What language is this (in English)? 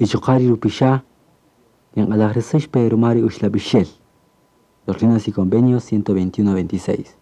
Kaqchikel